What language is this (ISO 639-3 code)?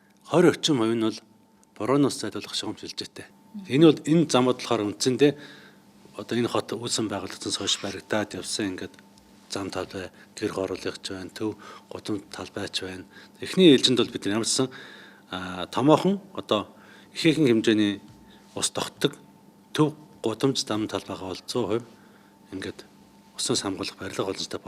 mon